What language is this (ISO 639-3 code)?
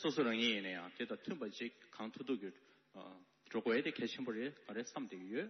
bod